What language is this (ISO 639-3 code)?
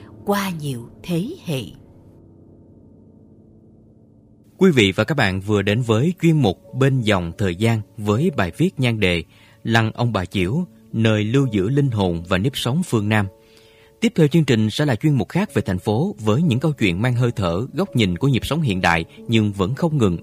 vie